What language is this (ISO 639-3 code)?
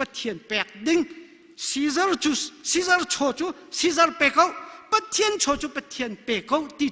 cnh